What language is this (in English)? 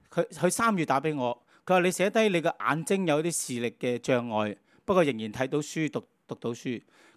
Cantonese